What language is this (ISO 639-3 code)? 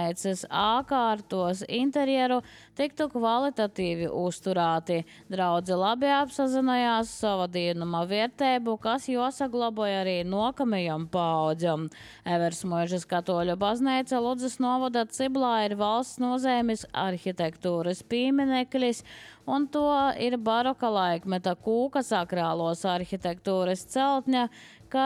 lav